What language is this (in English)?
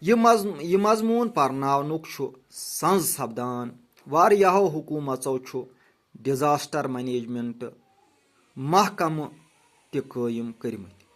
Kashmiri